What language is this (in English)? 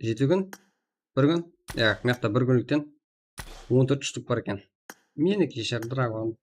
Kara-Kalpak